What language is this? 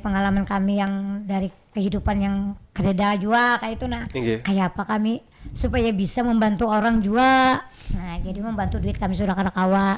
Banjar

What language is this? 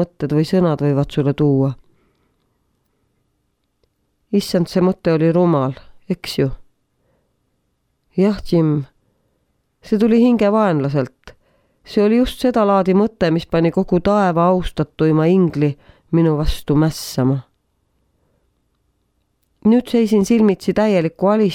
Estonian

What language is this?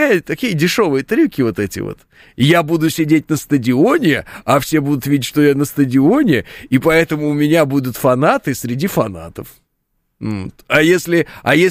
Russian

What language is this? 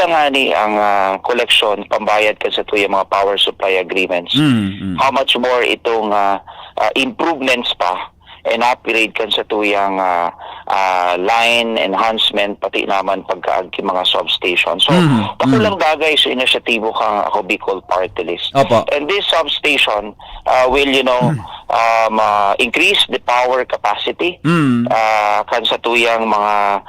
Bikol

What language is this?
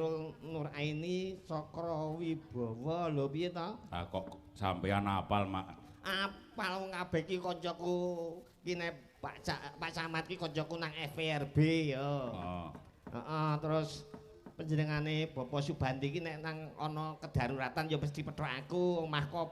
Javanese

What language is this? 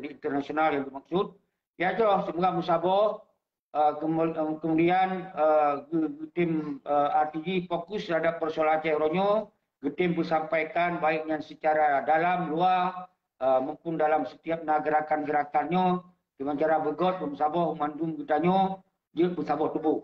Achinese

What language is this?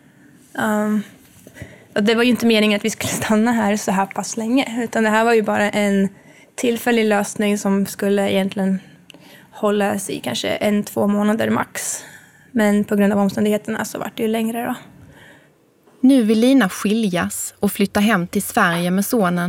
Swedish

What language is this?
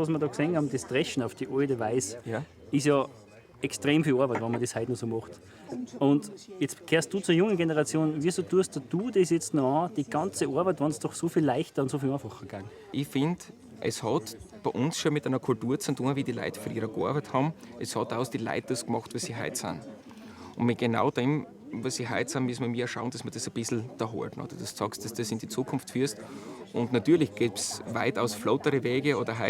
Bavarian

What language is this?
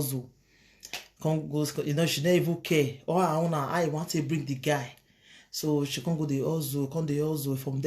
Nigerian Pidgin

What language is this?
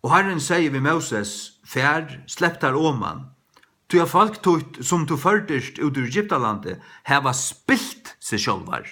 Faroese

